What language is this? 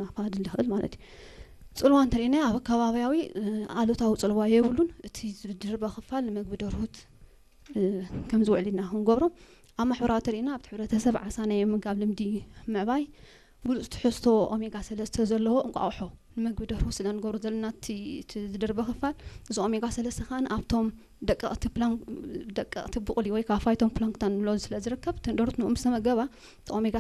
Tigrinya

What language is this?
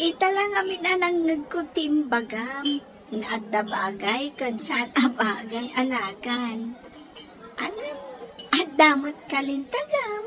Iloko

